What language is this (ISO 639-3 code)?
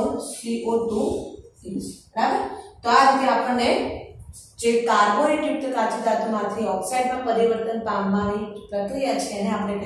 guj